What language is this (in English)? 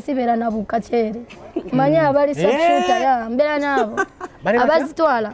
Ganda